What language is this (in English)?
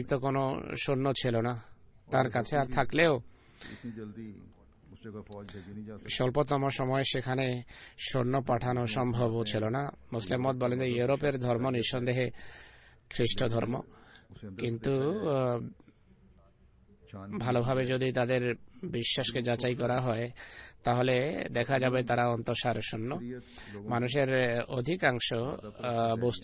Bangla